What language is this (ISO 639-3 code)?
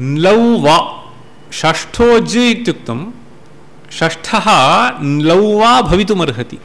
san